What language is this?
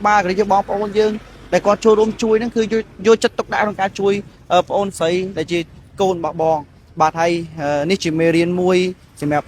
Khmer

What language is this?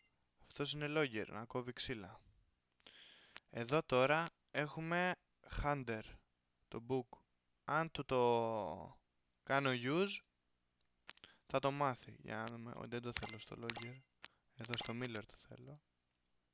Greek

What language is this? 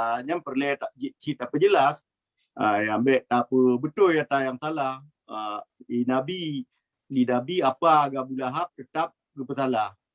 Achinese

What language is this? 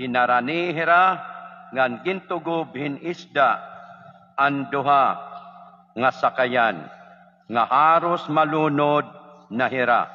Waray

